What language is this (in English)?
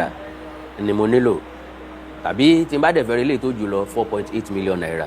Yoruba